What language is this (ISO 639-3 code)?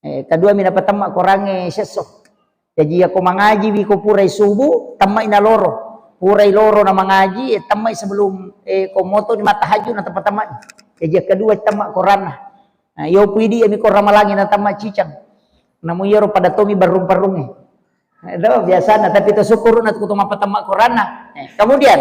bug